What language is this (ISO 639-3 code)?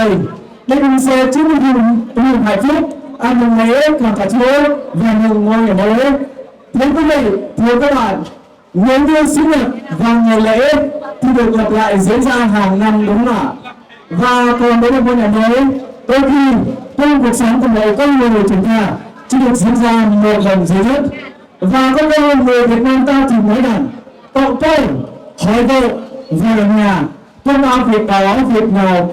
cmo